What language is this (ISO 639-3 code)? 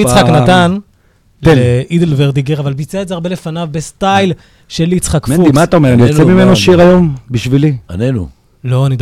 heb